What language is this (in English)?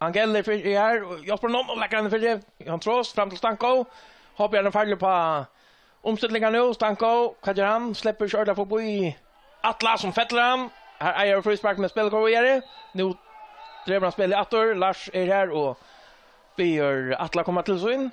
Faroese